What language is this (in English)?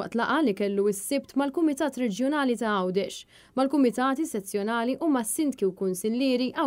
Maltese